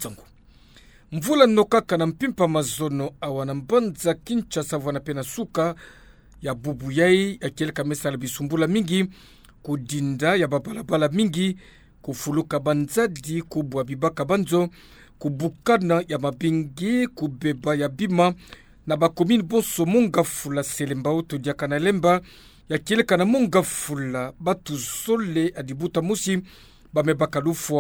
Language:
Kituba (Democratic Republic of Congo)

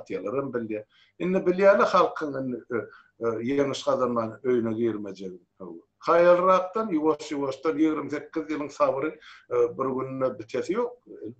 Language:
Turkmen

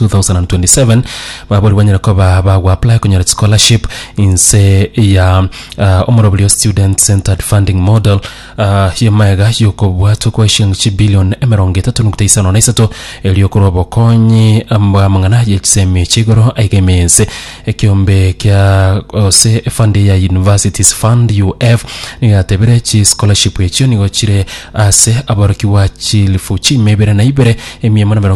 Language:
Gusii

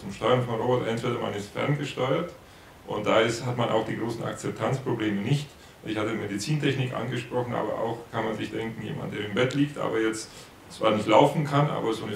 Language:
German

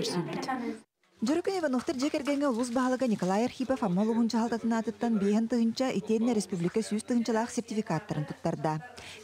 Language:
Yakut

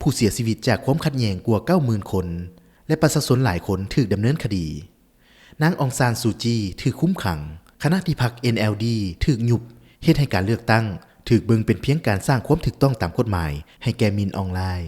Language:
Lao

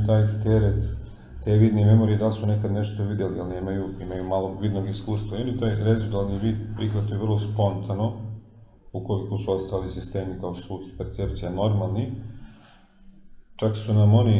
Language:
Serbian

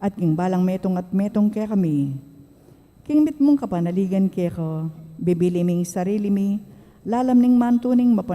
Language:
Pampanga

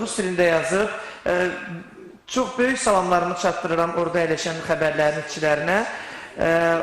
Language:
Azerbaijani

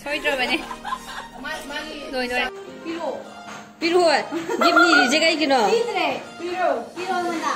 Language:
Manipuri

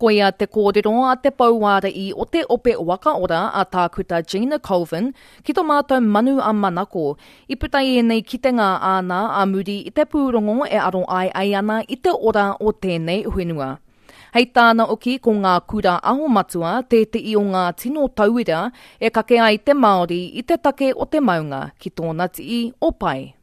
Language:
Māori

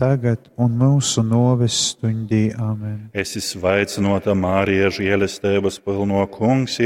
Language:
Latgalian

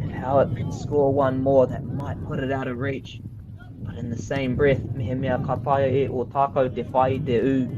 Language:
Māori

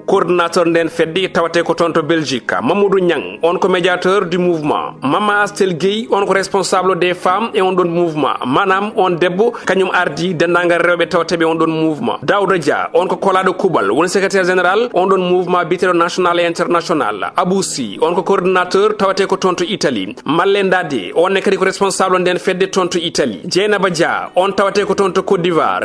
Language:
Fula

